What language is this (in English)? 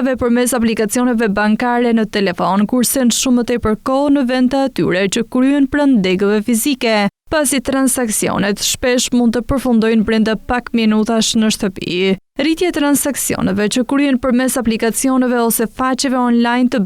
Albanian